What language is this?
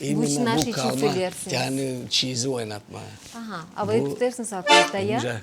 Gagauz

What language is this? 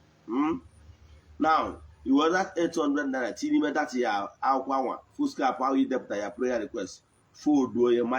Igbo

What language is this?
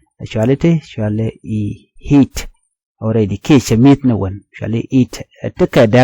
Nuer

